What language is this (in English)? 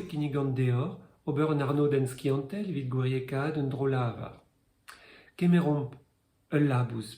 Breton